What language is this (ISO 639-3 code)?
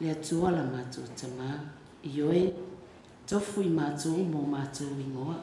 smo